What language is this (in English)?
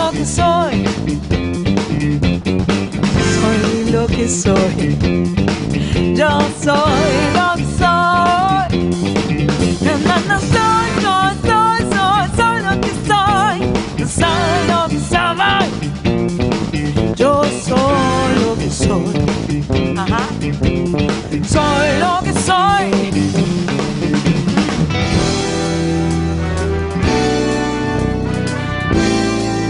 Spanish